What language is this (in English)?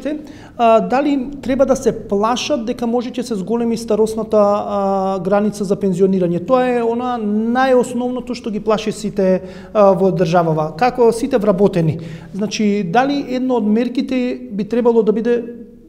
Macedonian